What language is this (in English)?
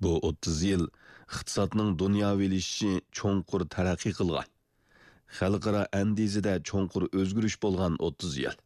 Uyghur